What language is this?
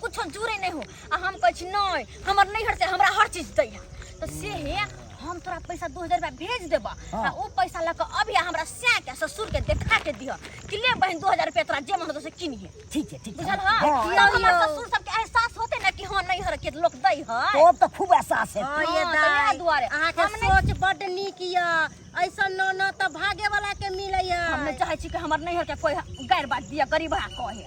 Maithili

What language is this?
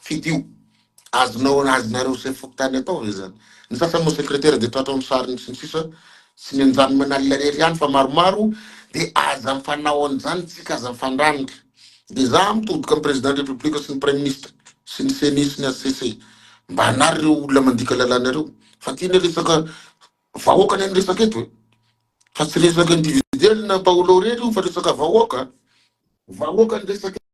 Malagasy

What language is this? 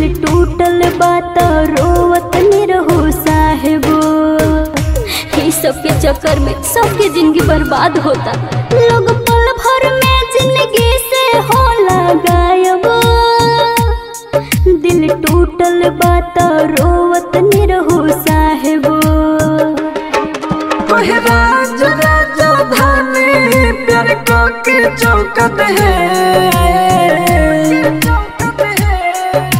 Bhojpuri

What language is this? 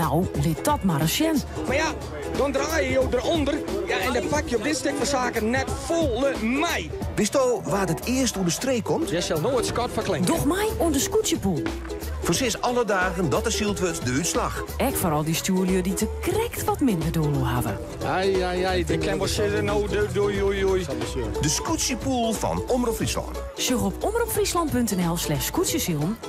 Western Frisian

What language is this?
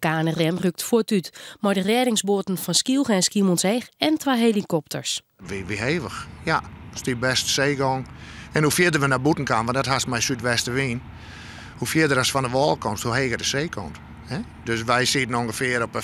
Western Frisian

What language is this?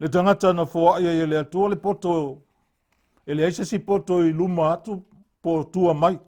Samoan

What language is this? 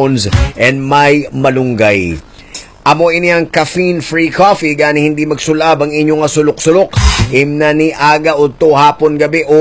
Hiligaynon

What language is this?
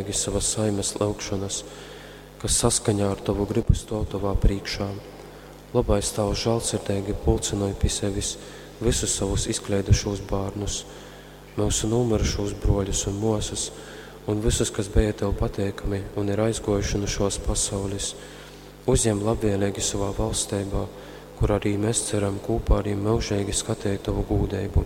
Latgalian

